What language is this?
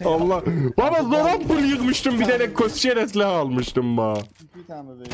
South Azerbaijani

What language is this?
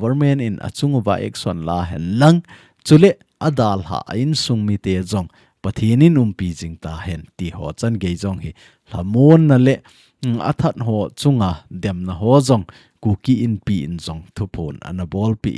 Thado Chin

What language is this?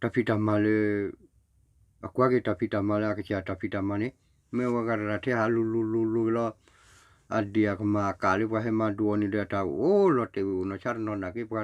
S'gaw Karen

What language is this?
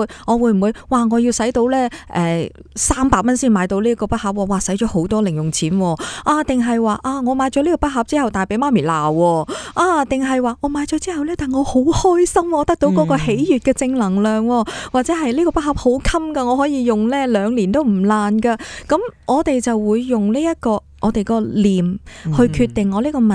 Cantonese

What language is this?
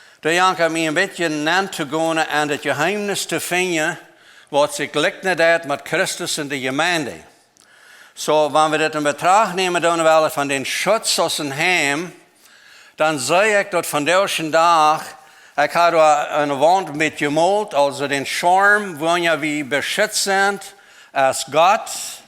Plautdietsch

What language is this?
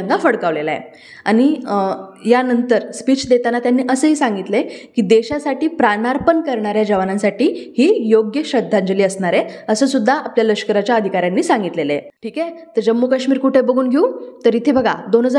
Marathi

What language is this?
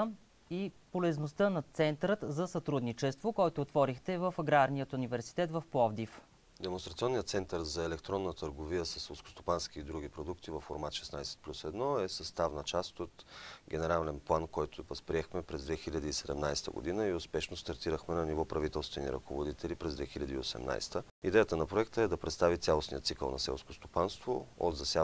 Bulgarian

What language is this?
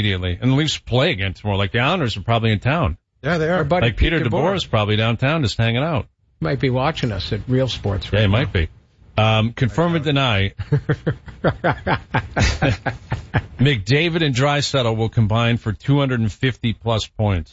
English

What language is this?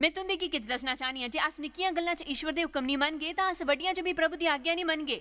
Dogri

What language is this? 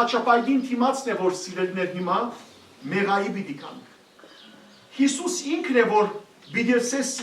Western Armenian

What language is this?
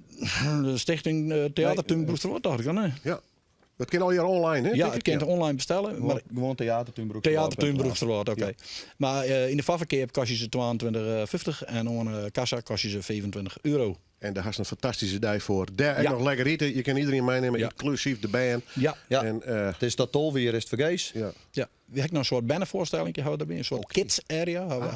Western Frisian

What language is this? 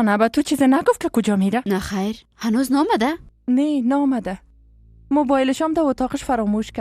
Persian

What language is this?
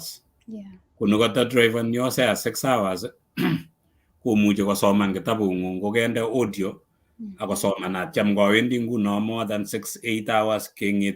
Kalenjin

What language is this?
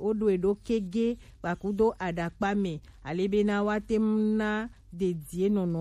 Gen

